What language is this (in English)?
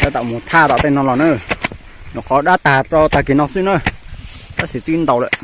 Hmong